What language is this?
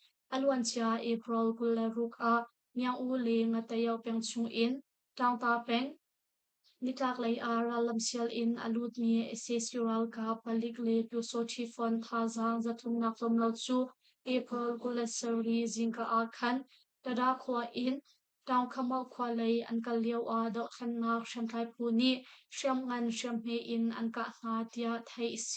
Hakha Chin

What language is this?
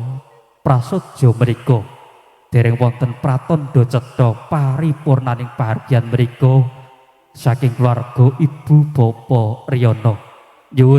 Javanese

